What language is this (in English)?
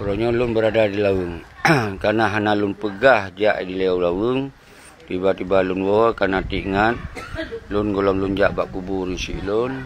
Achinese